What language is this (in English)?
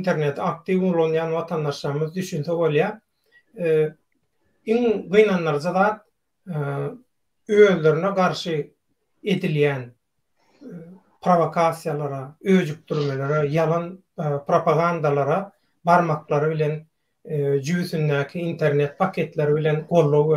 Turkmen